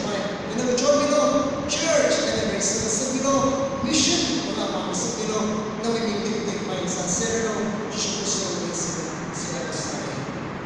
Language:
Tangkhul Naga (India)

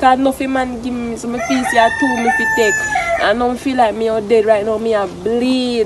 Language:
Jamaican Creole English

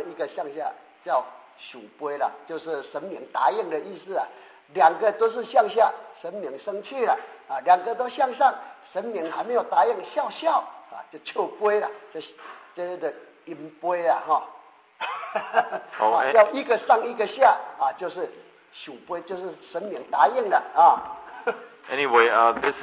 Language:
Chinese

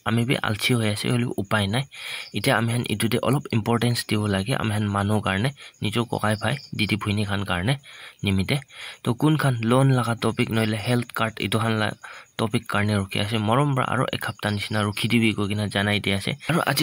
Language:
Naga Pidgin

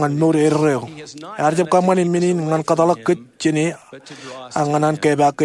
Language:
Marshallese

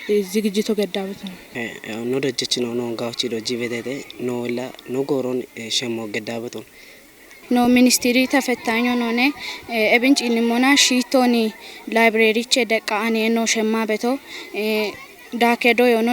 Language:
Kafa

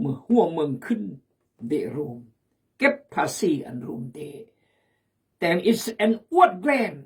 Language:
Khmu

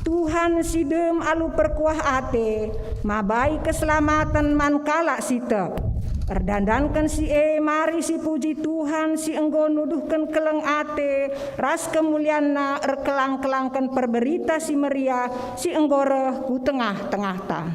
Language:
Batak Karo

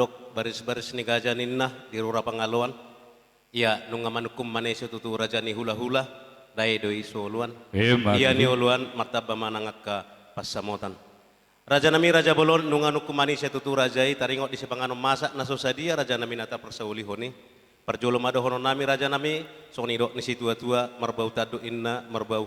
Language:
Batak Toba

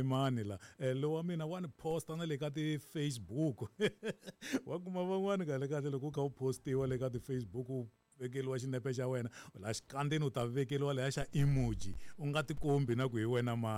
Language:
Tsonga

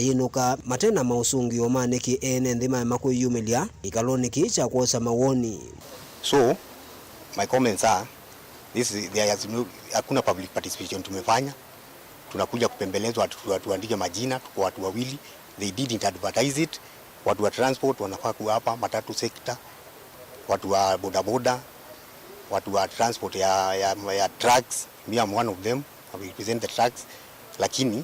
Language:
Kamba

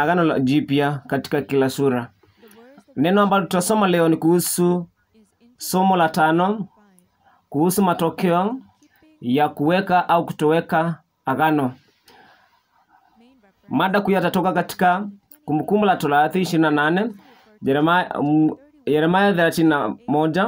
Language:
Swahili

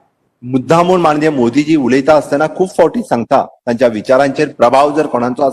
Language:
Konkani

